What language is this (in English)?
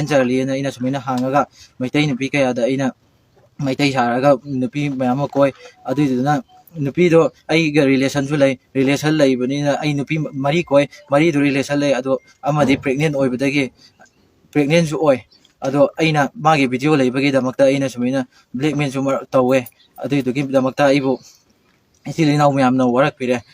Manipuri